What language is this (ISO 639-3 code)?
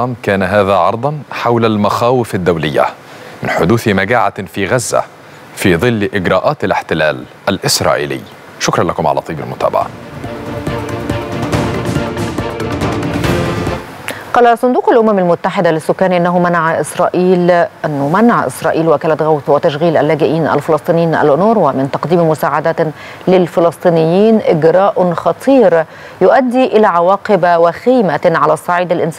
ara